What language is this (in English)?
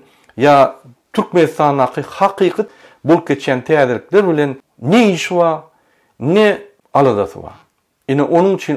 Turkmen